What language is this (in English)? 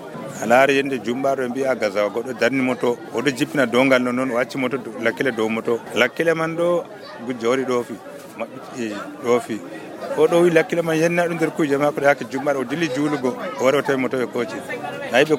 Nigerian Fulfulde